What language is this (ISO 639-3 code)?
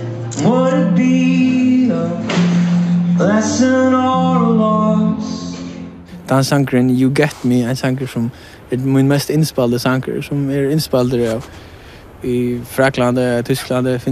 fao